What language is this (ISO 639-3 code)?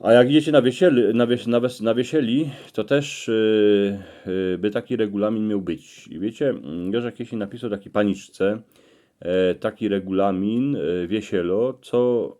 szl